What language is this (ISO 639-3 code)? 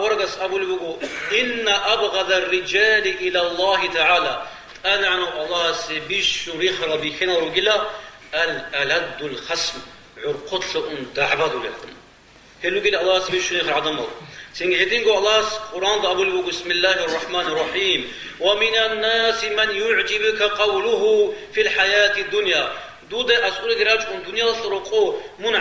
ava